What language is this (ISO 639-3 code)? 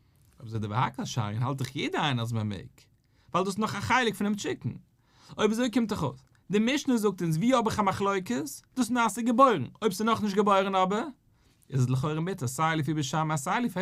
yid